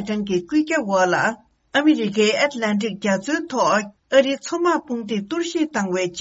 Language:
Tibetan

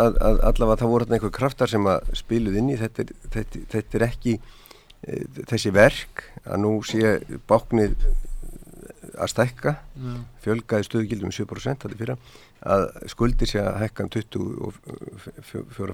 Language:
Icelandic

